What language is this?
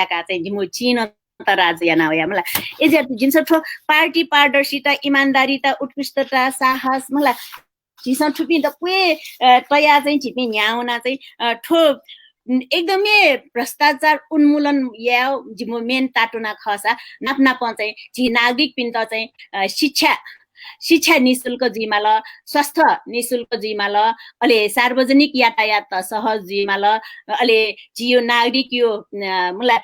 Newari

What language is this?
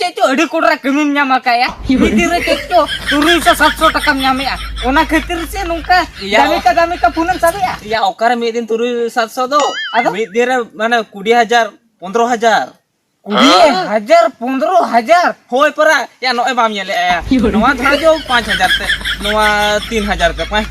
Santali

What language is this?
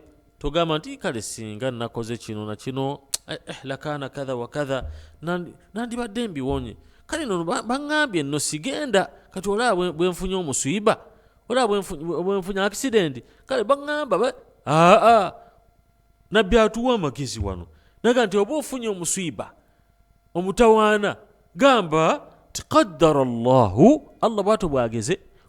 Ganda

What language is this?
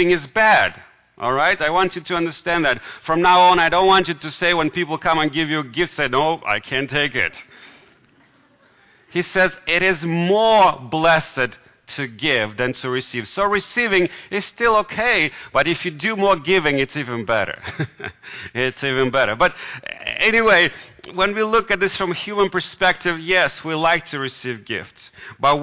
English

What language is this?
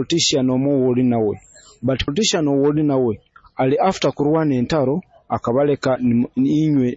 Nyoro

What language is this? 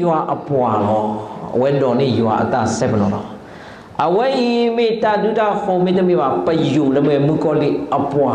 S'gaw Karen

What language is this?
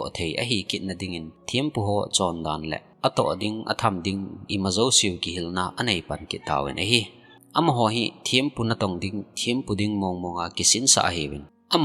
Thado Chin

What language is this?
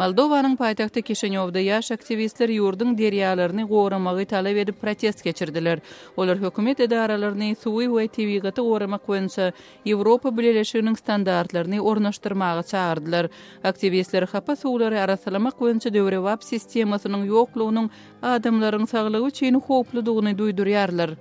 Turkmen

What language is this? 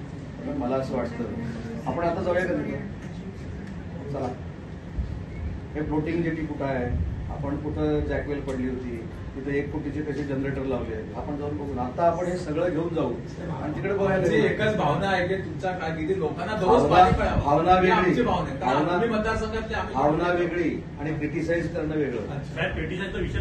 Marathi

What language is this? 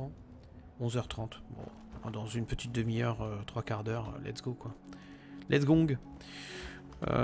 French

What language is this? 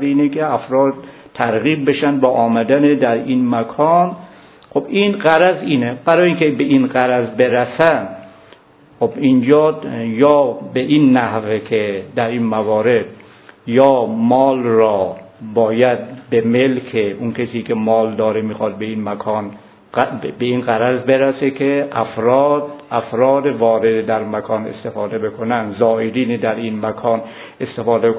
Persian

